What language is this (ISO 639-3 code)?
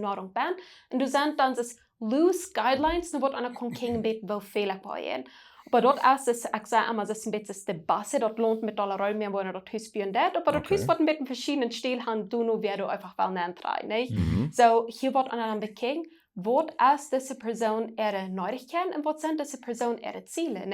pdt